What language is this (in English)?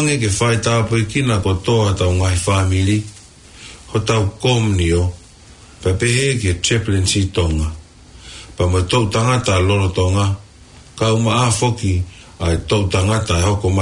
Tongan